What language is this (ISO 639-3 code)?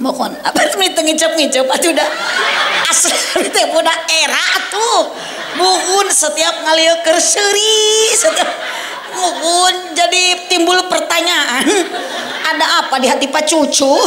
sun